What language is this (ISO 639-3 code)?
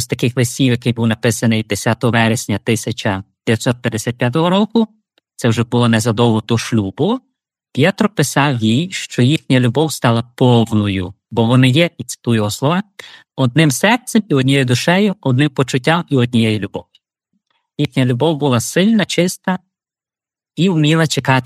ukr